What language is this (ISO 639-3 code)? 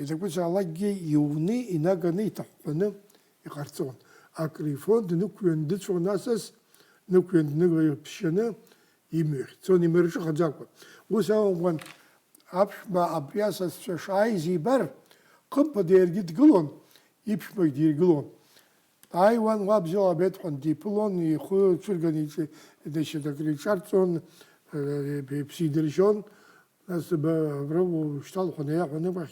abk